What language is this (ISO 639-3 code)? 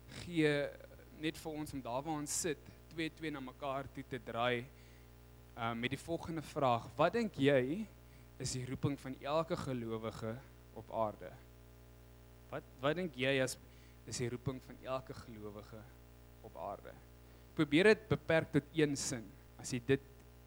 afr